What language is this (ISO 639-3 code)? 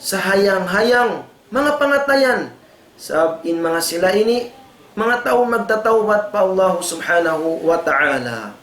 tsg